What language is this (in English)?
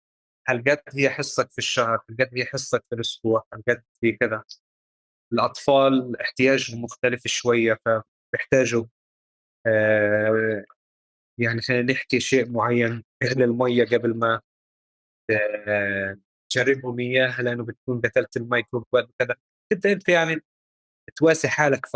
North Levantine Arabic